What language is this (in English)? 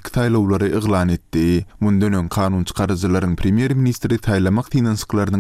Turkmen